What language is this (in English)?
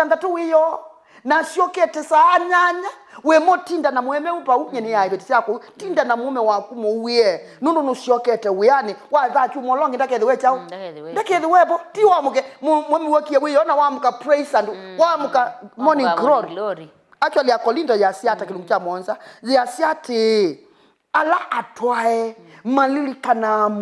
Kamba